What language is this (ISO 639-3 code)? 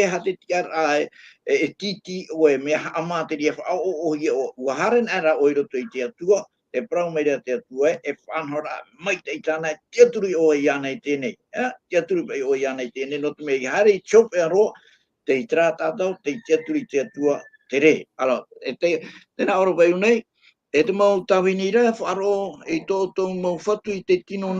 tah